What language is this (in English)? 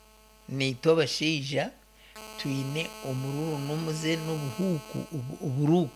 Nyankole